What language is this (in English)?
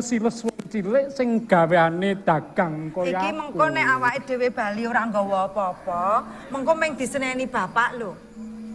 Javanese